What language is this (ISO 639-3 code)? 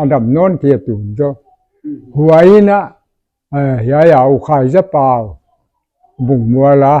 pck